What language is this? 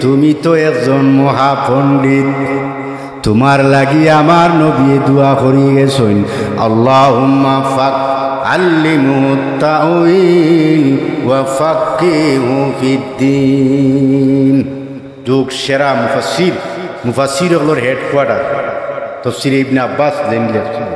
Sylheti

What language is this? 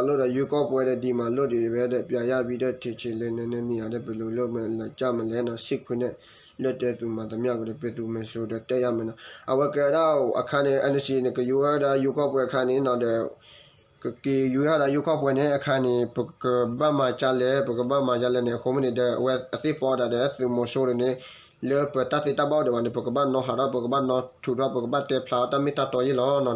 S'gaw Karen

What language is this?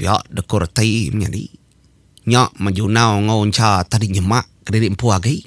Iban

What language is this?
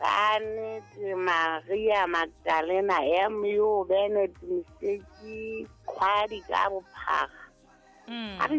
Southern Sotho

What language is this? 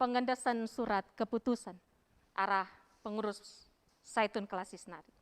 Batak Karo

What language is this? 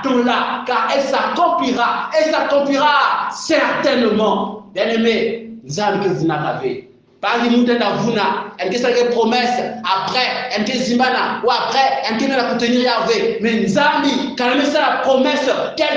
Kongo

